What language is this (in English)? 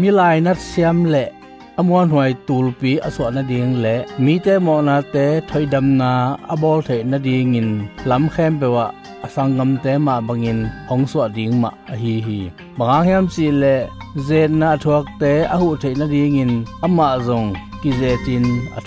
Tedim Chin